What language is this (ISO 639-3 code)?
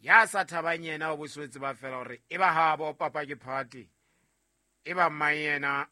sot